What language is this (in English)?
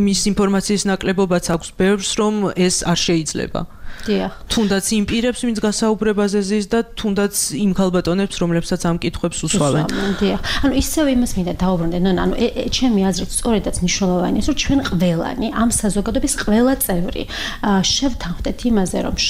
Georgian